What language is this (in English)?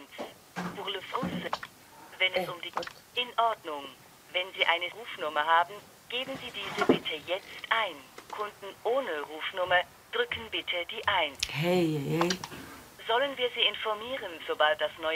Swiss German